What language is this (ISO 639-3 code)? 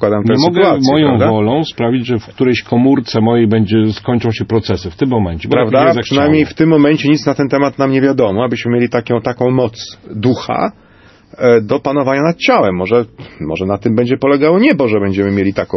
pol